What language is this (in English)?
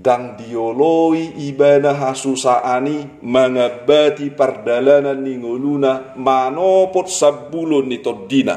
Batak Toba